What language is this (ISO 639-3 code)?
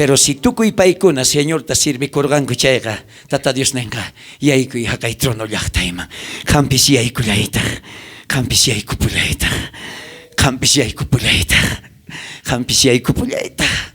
quh